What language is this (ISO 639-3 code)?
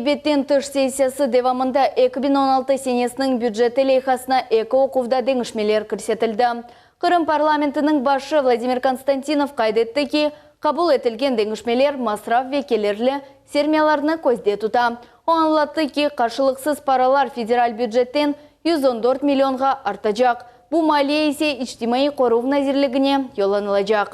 crh